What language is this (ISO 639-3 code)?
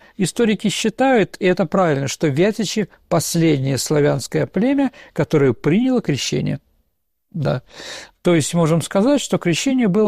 rus